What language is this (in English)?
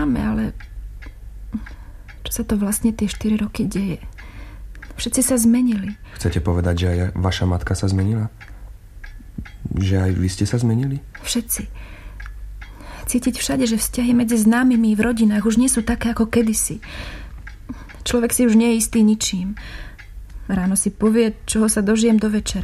Slovak